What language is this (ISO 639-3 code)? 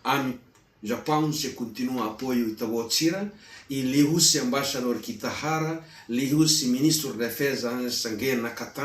tet